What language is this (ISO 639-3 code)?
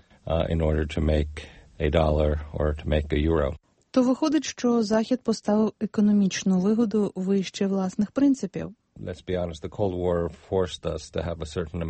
ukr